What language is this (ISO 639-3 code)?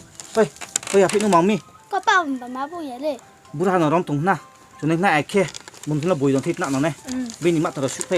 ria